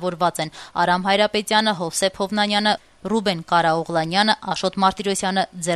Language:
Armenian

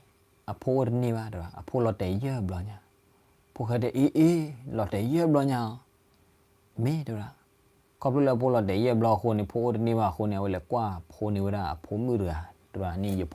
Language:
S'gaw Karen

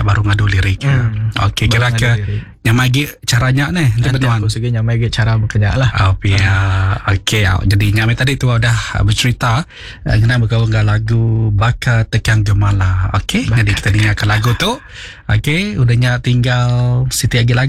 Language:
Iban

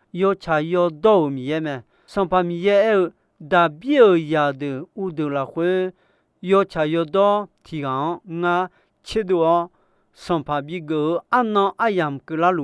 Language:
Akha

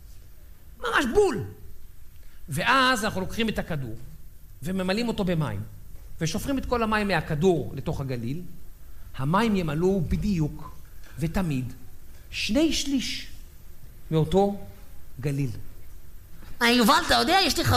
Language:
Hebrew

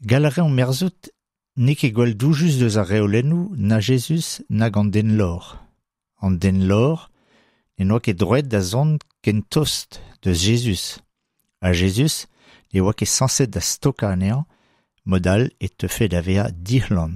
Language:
Breton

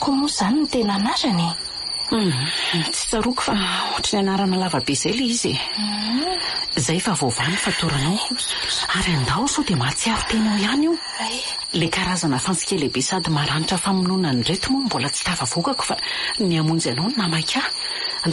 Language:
Malagasy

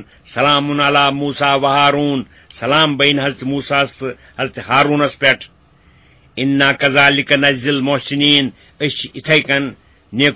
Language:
Kashmiri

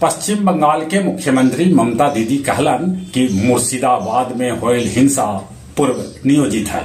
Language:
Magahi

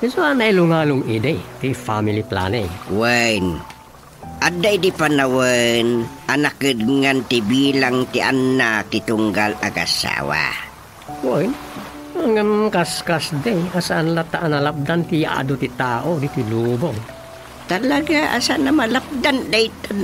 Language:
Iloko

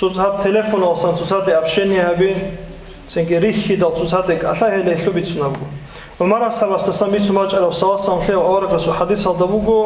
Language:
Avaric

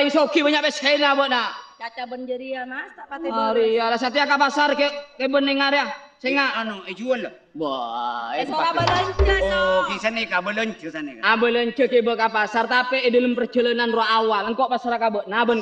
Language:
Madurese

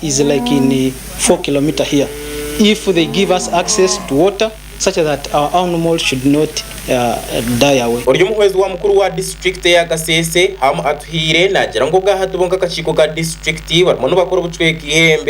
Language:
Nyankole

